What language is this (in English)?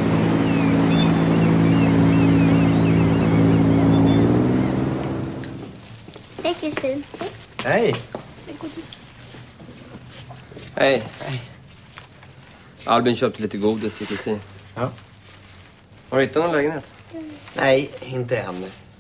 Swedish